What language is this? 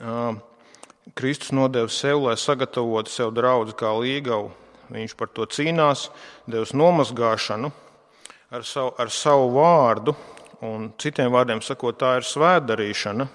Latvian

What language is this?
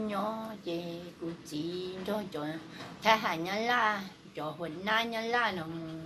Hmong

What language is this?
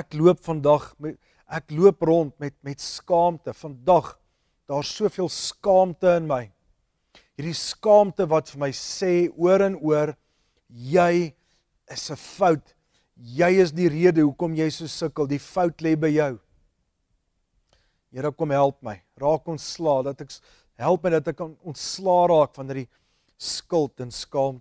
Afrikaans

